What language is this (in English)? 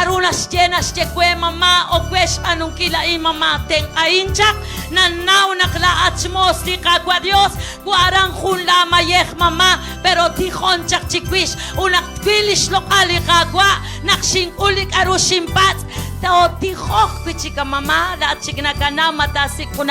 Kekchí